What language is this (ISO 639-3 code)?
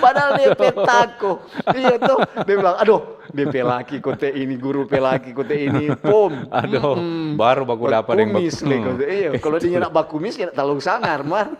xmm